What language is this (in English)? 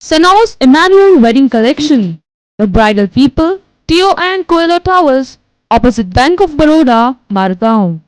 Konkani